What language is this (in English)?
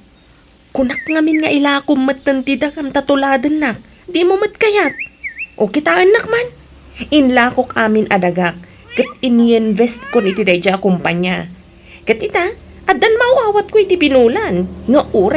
Iloko